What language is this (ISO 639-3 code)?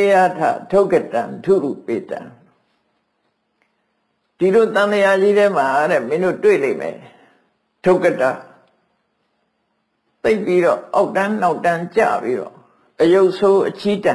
mya